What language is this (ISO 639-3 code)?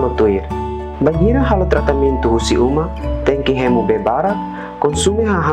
tet